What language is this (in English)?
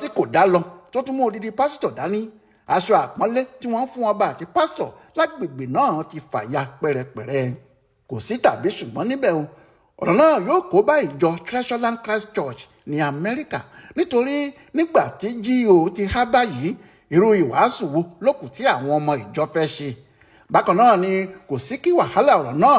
Yoruba